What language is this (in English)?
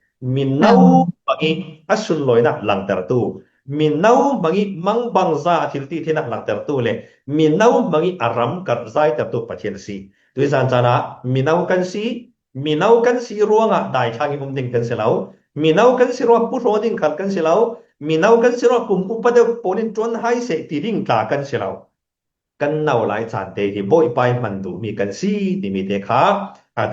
Falam Chin